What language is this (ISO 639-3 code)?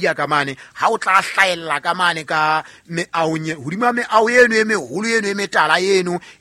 sot